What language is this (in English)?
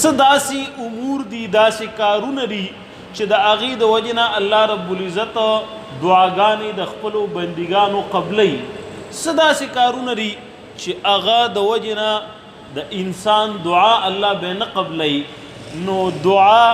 Pashto